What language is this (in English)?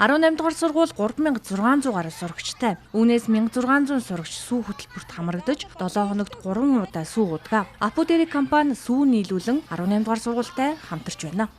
Mongolian